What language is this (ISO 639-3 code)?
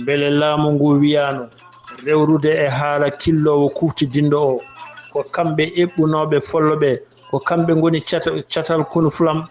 ful